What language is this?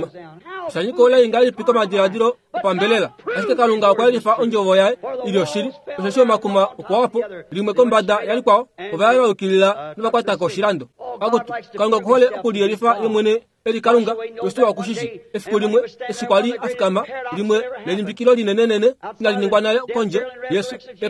Kuanyama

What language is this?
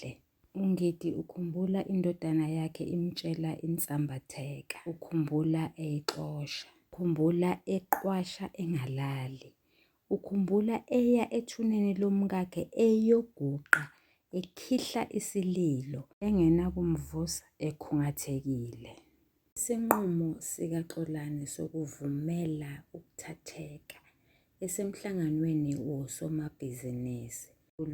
Zulu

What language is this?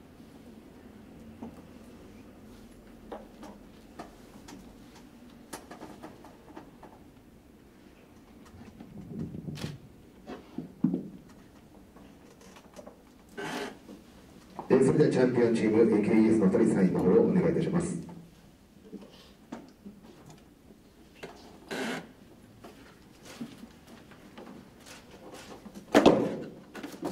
Japanese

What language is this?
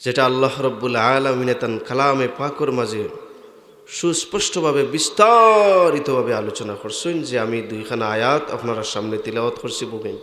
Sylheti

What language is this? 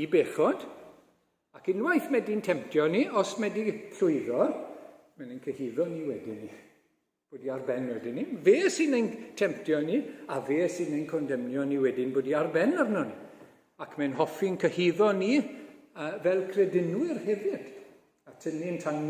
Welsh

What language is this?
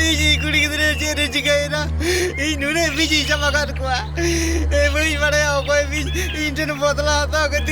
Santali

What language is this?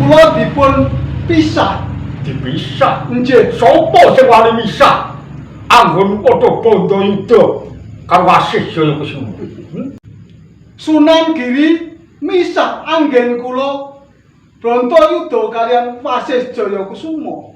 Javanese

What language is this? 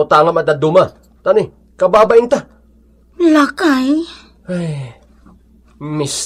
Iloko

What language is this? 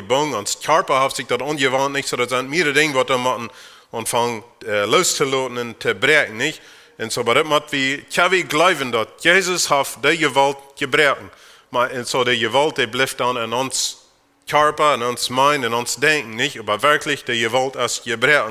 Plautdietsch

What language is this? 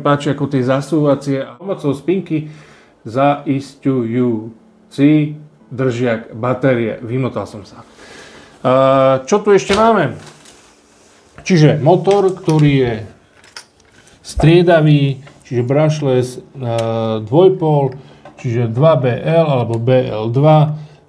Slovak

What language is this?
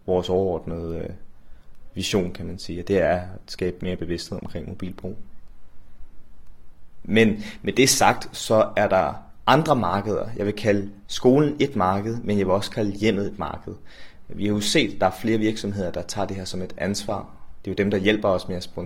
Danish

